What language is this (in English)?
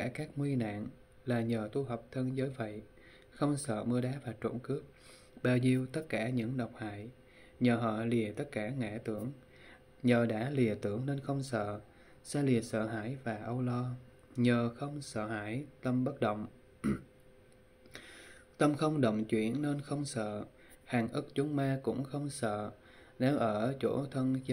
Vietnamese